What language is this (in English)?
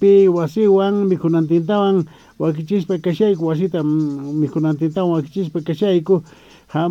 Quechua